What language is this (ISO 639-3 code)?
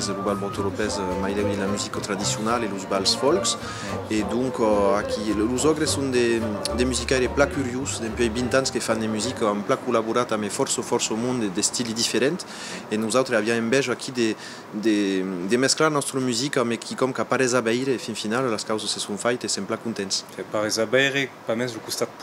oci